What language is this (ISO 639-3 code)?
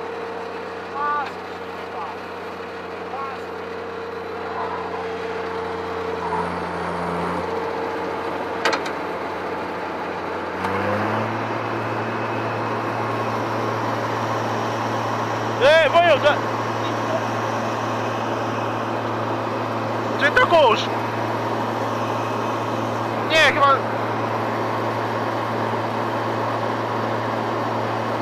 pol